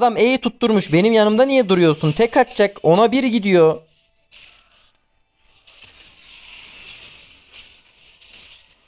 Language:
Turkish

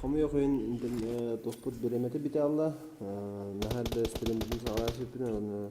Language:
Yakut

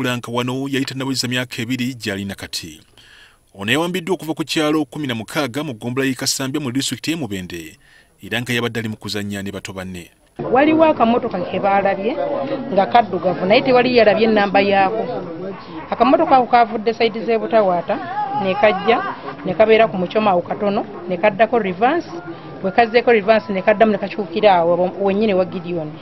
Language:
Ganda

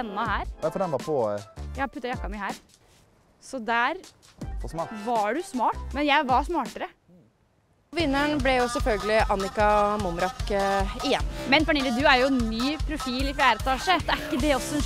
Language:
Norwegian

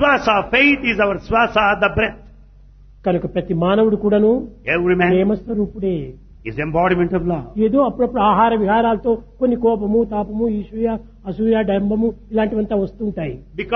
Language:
Telugu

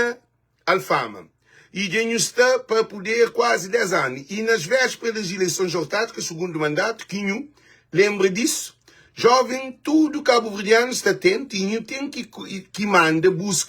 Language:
Kabuverdianu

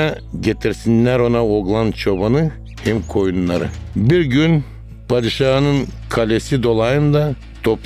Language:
Gagauz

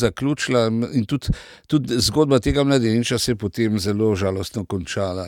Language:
Slovenian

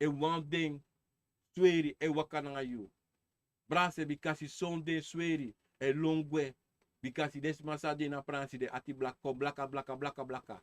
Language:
Sranan Tongo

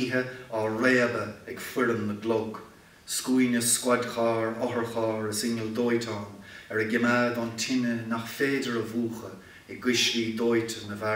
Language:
Irish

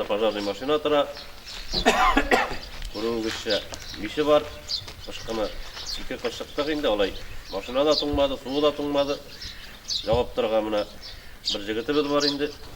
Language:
Tatar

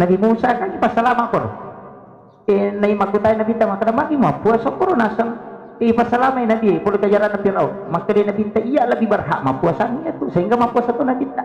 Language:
Buginese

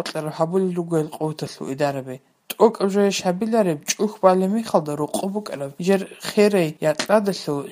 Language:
Avaric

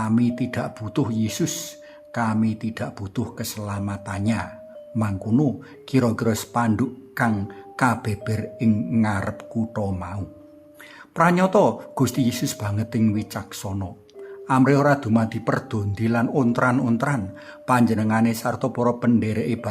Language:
Javanese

